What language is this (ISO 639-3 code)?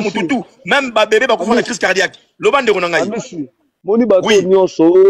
lin